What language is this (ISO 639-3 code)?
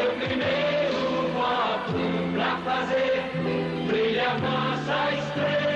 por